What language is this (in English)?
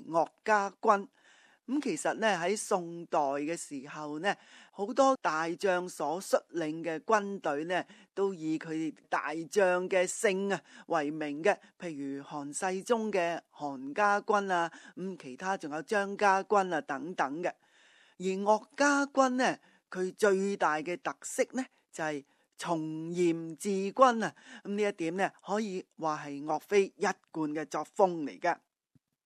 Cantonese